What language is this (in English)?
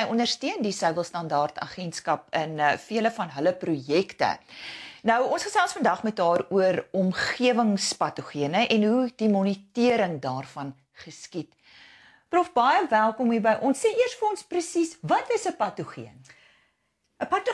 Afrikaans